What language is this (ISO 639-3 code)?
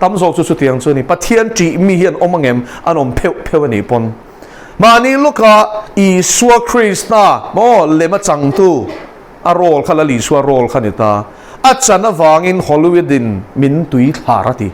lus